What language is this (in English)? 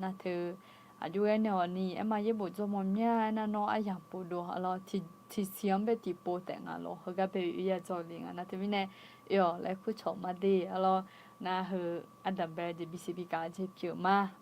Akha